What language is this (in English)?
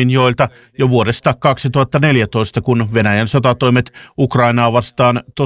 Finnish